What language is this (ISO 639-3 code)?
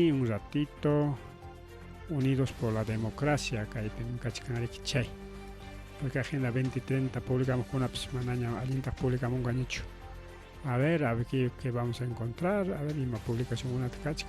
quy